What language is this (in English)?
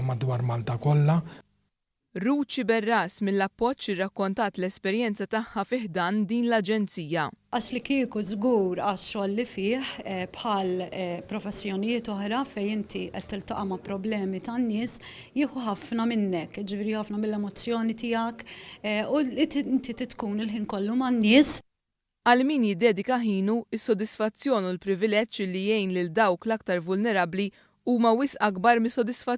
Maltese